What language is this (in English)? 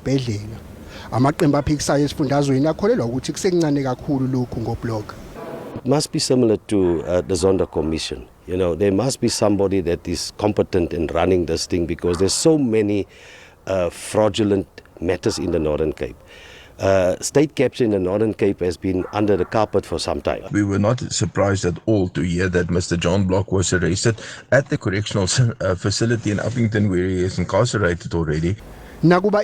Zulu